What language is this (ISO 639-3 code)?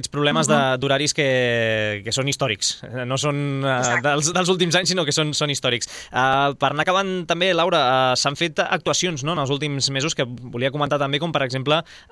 cat